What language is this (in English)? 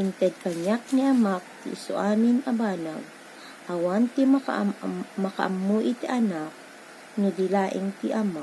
Iloko